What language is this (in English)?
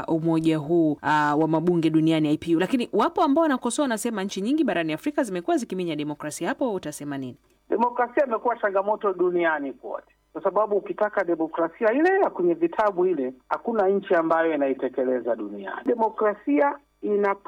Swahili